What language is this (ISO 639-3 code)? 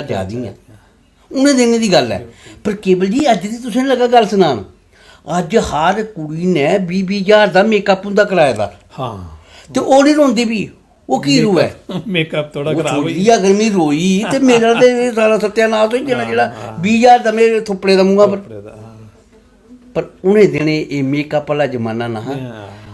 doi